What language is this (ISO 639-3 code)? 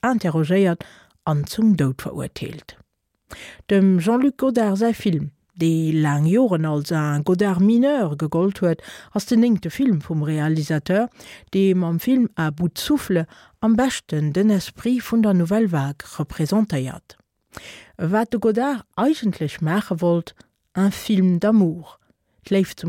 ltz